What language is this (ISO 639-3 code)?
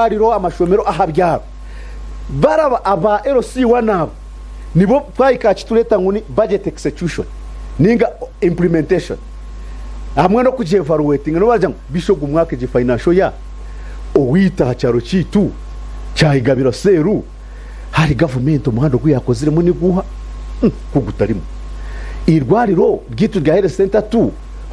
nyn